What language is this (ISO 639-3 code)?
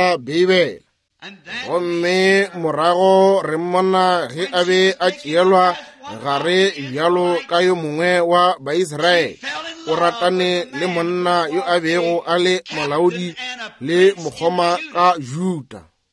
nso